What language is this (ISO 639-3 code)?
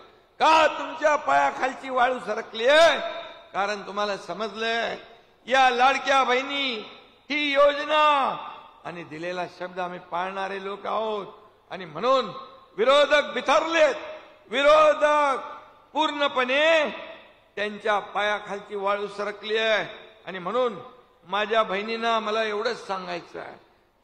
mar